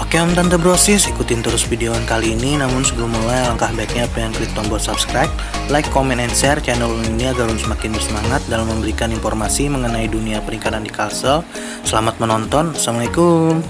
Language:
Banjar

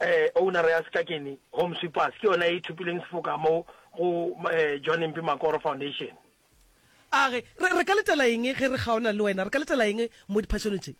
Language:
Northern Sotho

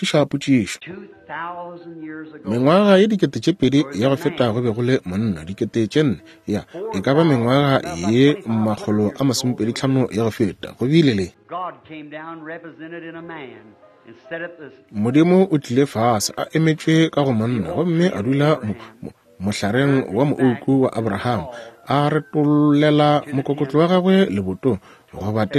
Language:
Northern Sotho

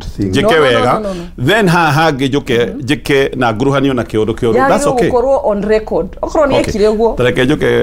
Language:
Kikuyu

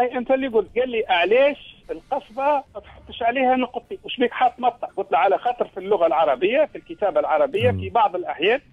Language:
Tunisian Arabic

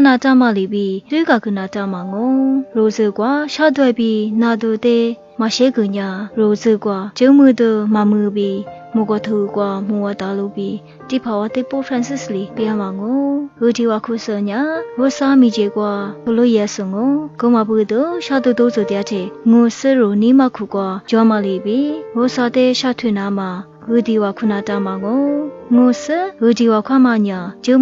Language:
Lisu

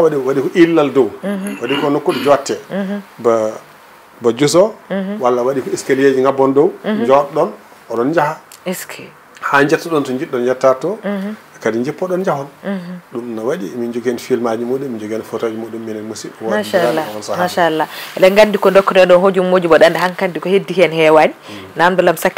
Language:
Fula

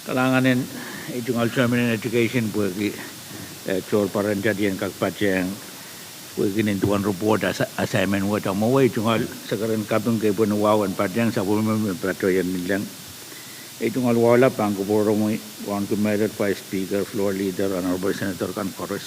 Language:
Pohnpeian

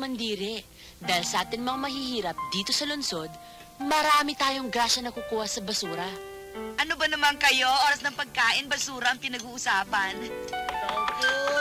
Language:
Filipino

